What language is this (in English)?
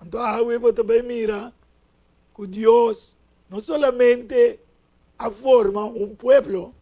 Papiamento